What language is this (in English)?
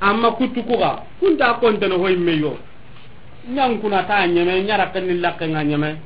Soninke